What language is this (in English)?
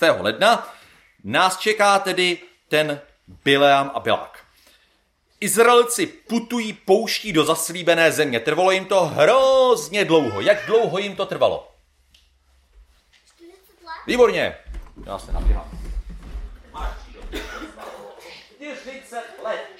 Czech